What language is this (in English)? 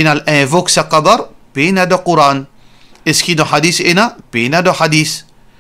Morisyen